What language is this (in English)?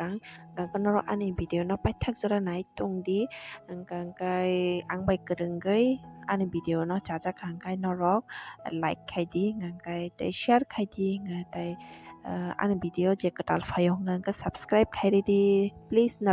Kok Borok